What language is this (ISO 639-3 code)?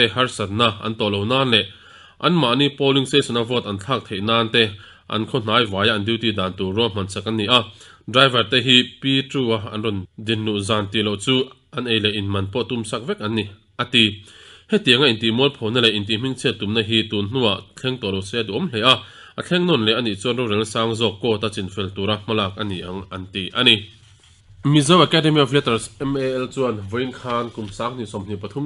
lus